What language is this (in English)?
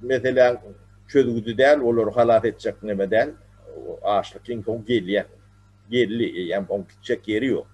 Turkmen